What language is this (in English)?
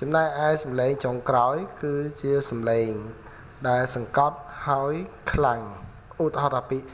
Khmer